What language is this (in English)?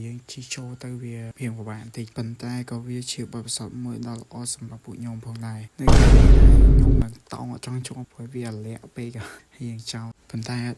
Khmer